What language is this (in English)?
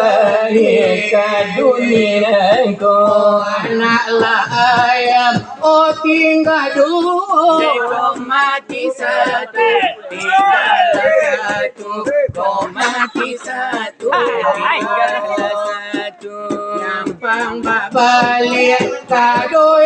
Minangkabau